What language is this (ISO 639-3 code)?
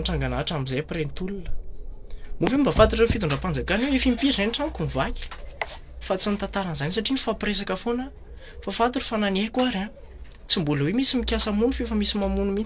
mlg